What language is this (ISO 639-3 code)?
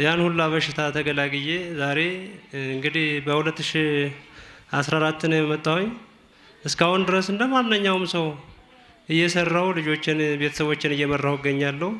amh